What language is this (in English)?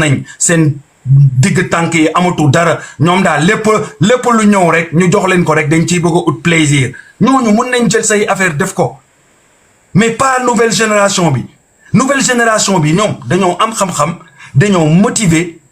Wolof